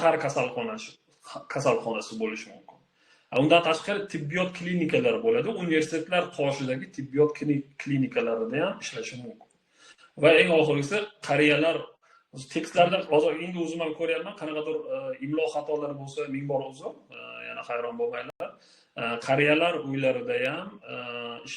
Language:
Uzbek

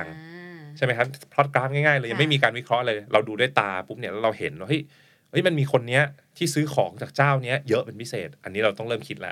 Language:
Thai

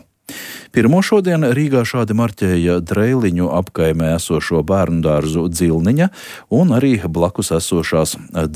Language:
Latvian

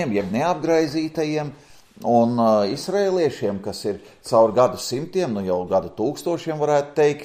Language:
Latvian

